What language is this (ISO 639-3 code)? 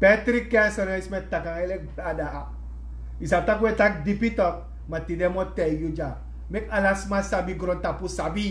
srn